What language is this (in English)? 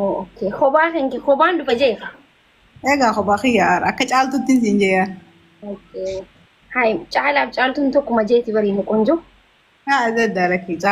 Oromo